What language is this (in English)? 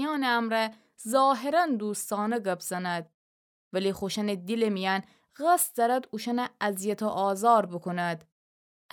Gilaki